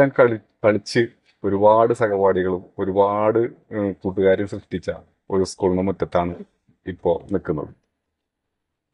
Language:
Malayalam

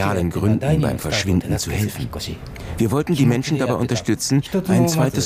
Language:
German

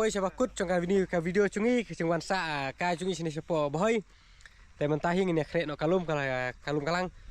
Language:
Khasi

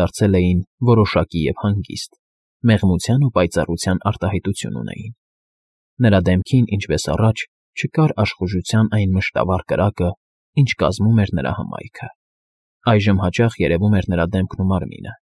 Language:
Armenian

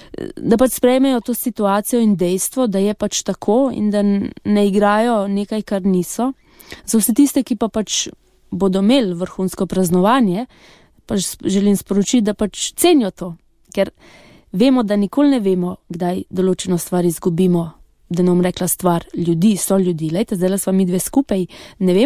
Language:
Slovenian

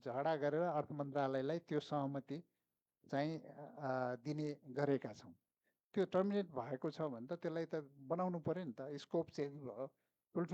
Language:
Nepali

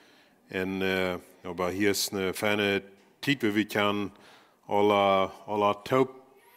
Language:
Plautdietsch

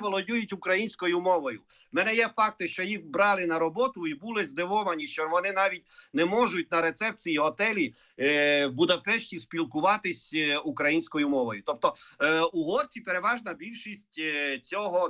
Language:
Ukrainian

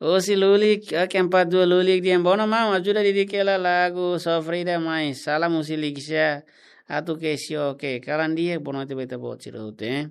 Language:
Tetum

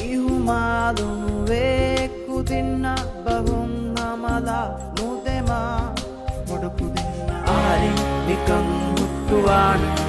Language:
Divehi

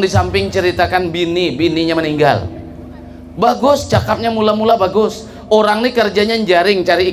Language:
Banjar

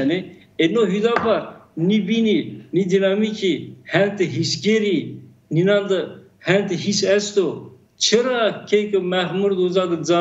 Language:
Zaza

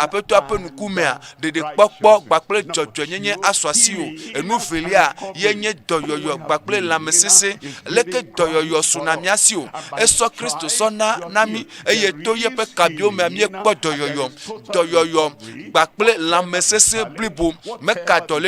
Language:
Ewe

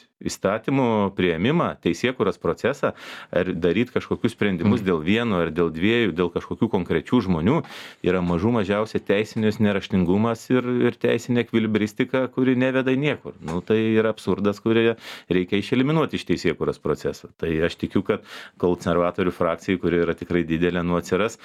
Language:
Lithuanian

